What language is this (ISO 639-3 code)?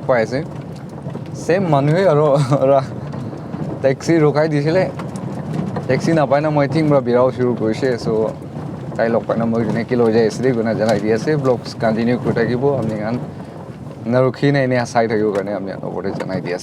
nag